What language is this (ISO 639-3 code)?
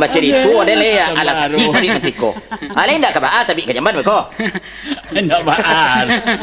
min